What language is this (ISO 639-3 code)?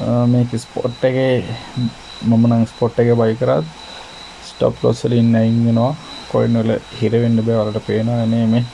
sin